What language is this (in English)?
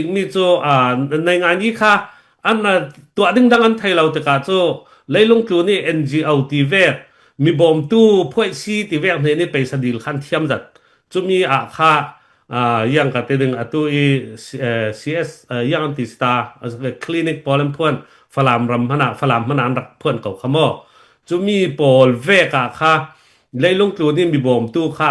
Falam Chin